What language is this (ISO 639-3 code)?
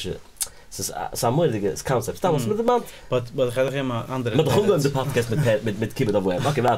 yid